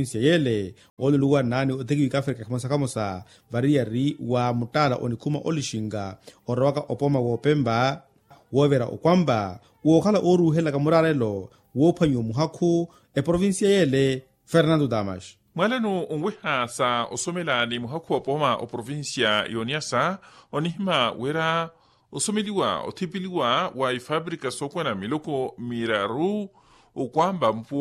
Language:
Makhuwa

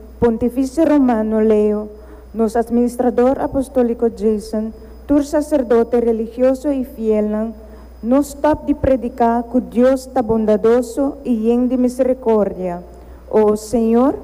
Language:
Papiamento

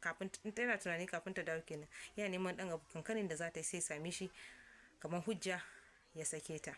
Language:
Hausa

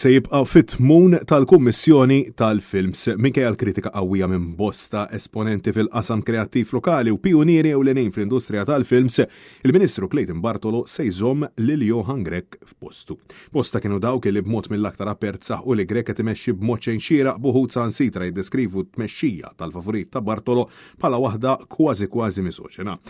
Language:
Maltese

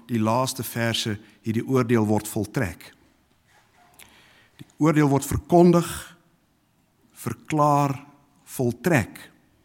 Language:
Afrikaans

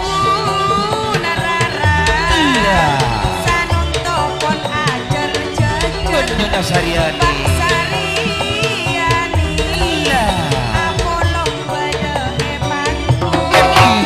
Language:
Madurese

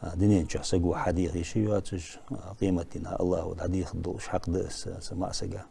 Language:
Ingush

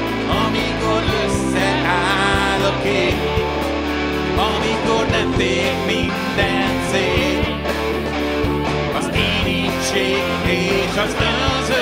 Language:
Hungarian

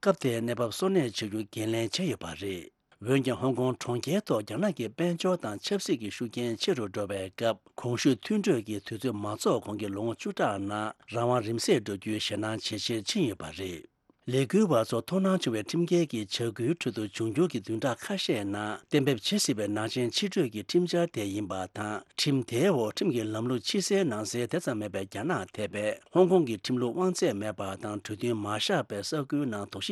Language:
Tibetan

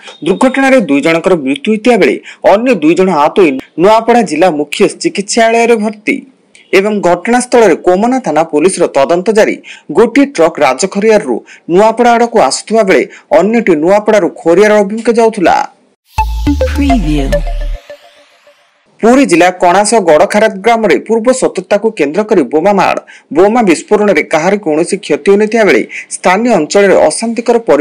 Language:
Odia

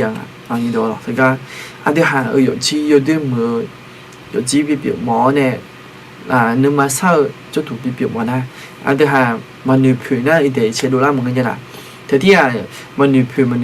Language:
Akha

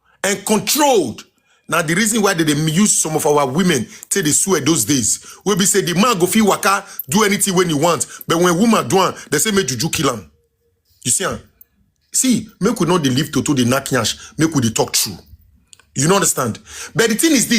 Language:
Nigerian Pidgin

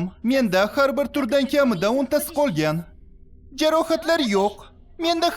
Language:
Uzbek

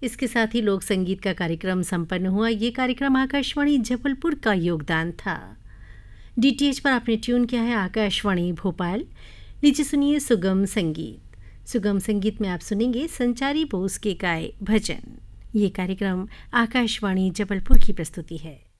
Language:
Hindi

